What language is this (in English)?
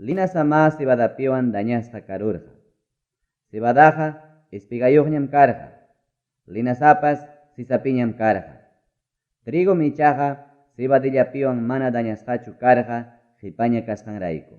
Ayacucho Quechua